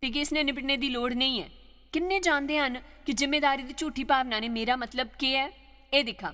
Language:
Dogri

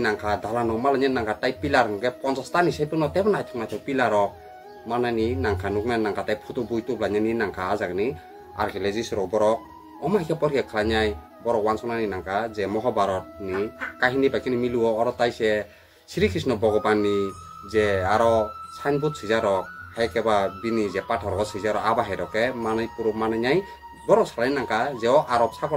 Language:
Kok Borok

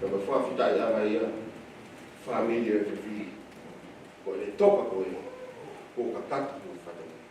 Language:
Tongan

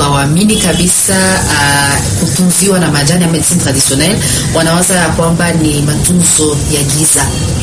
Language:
Swahili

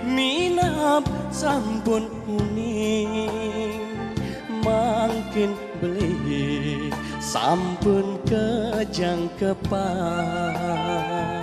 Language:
Balinese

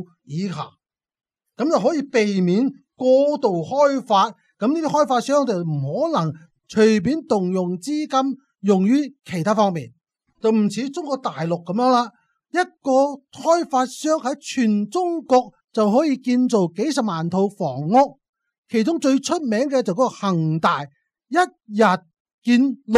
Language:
Cantonese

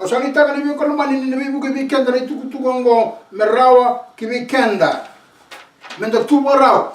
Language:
Fijian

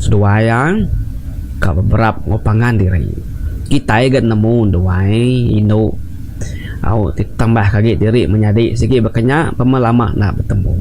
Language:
Iban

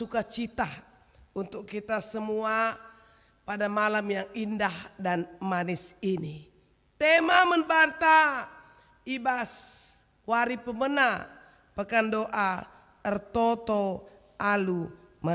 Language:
Batak Karo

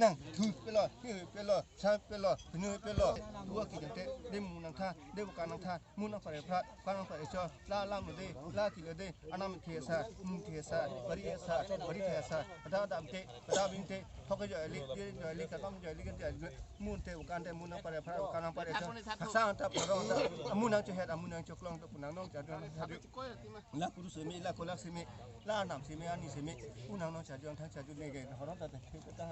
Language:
Karbi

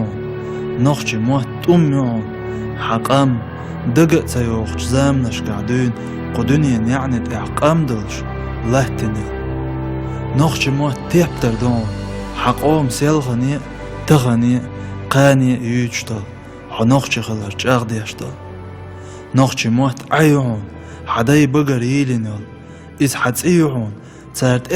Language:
Chechen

